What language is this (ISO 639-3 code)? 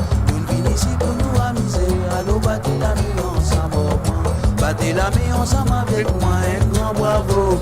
mfe